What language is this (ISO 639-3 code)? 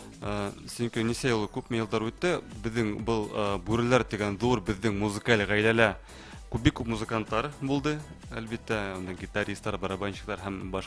bak